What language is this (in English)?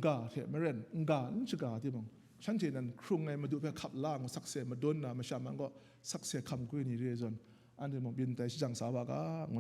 Kachin